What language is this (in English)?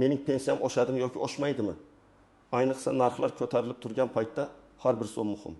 Uzbek